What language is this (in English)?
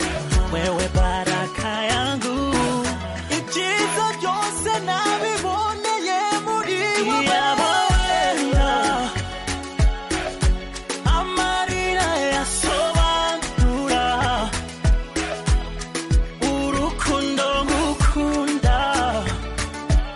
Kinyarwanda